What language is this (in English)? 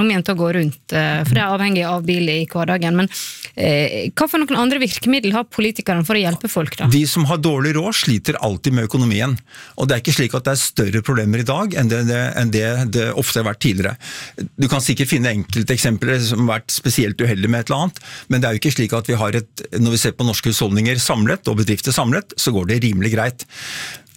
Norwegian